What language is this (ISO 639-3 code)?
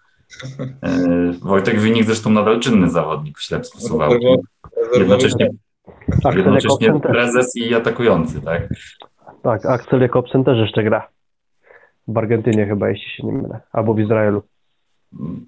pol